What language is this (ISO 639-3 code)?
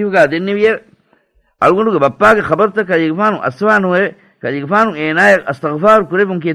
div